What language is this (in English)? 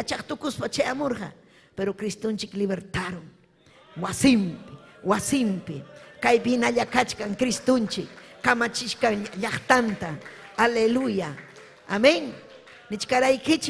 Ayacucho Quechua